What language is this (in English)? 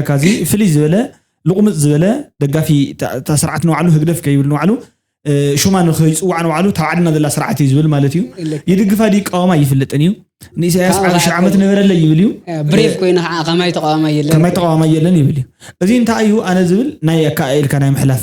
Tigrinya